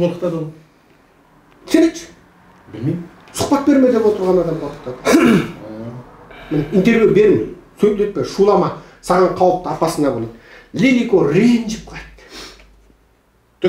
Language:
Kazakh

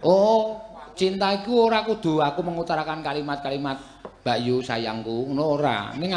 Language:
Javanese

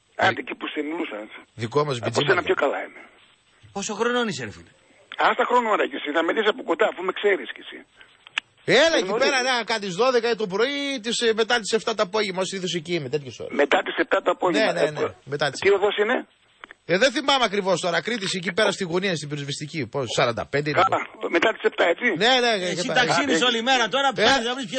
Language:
Greek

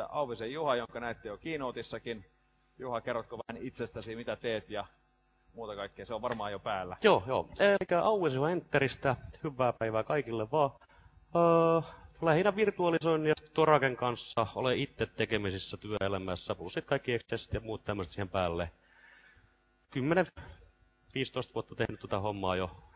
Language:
Finnish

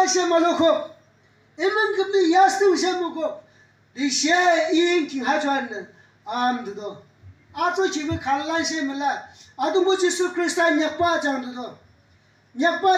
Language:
Yimchungru Naga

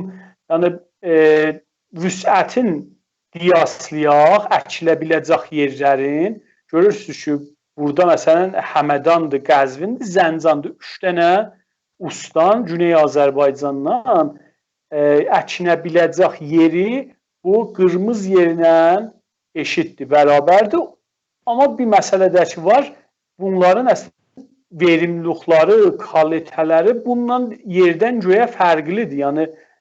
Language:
South Azerbaijani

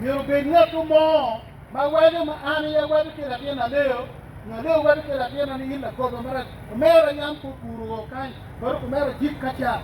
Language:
Acoli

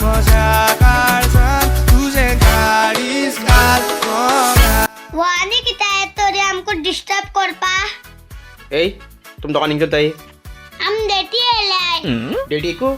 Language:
Konkani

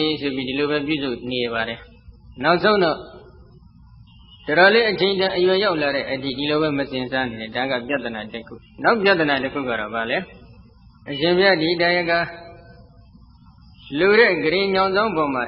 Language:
Burmese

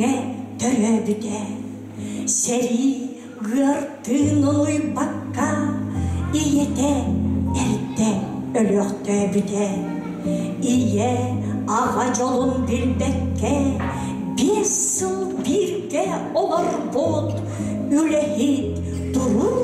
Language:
Yakut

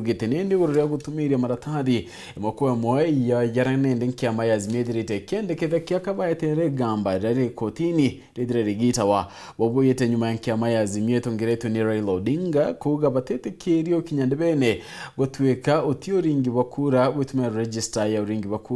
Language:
Meru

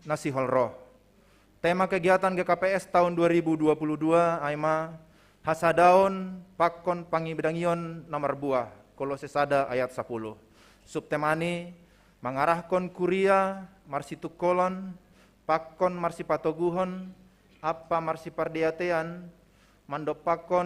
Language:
Batak Simalungun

